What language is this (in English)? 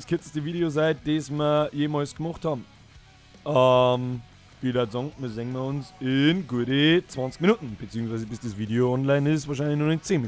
Bavarian